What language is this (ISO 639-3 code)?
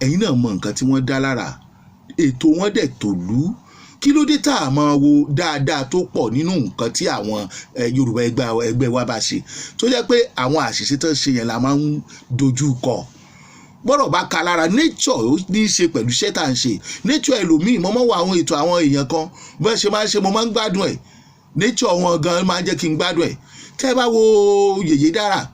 yor